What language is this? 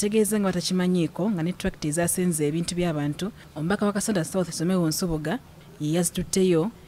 Ganda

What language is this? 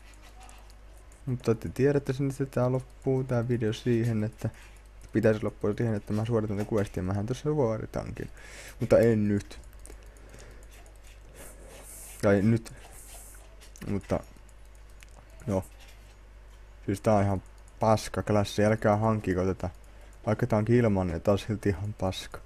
Finnish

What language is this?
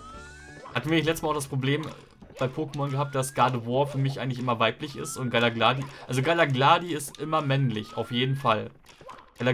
German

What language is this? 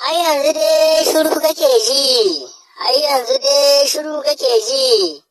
Hausa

